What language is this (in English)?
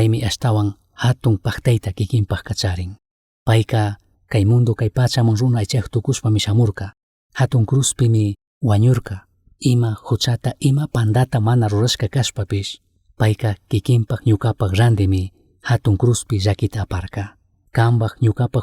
Chimborazo Highland Quichua